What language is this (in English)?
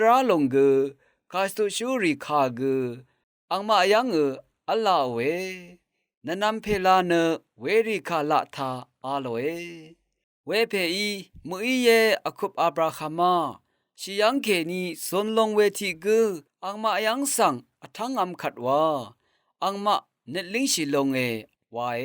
Rawang